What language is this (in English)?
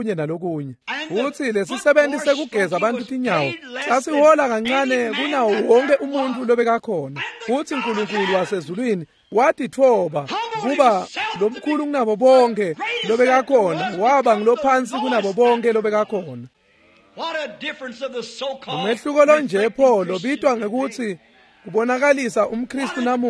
Swati